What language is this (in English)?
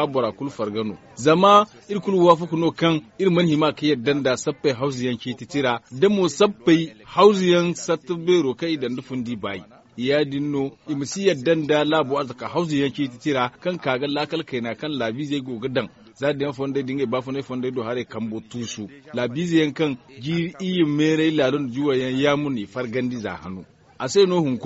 Zarma